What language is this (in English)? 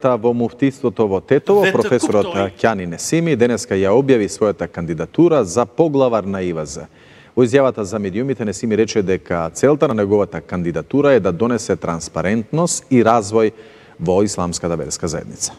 Macedonian